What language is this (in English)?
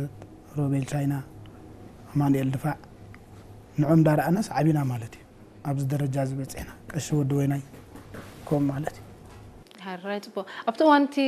Tigrinya